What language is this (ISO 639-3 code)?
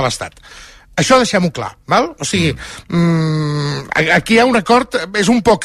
cat